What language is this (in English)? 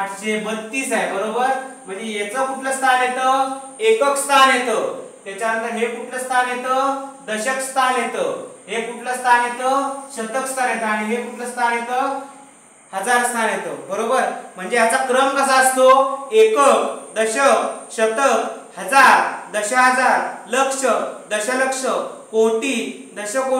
Marathi